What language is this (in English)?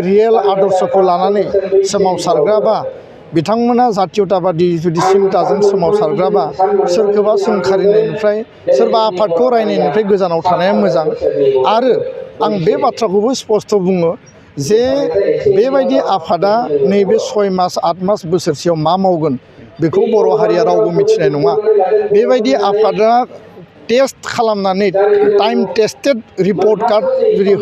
Bodo